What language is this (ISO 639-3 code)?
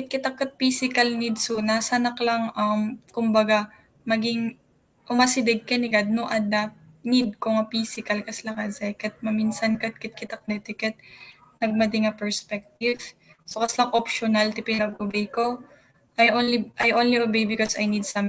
ilo